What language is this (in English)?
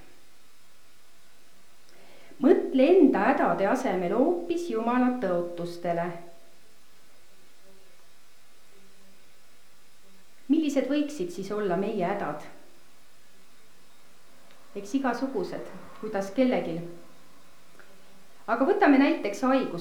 Estonian